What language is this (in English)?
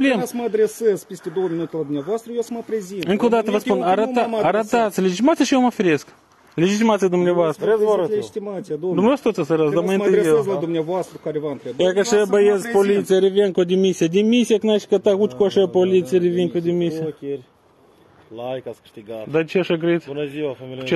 Romanian